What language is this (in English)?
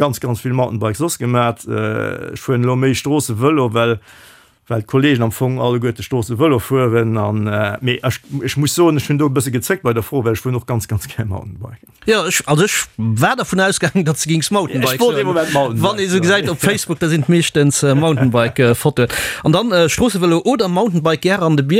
Luxembourgish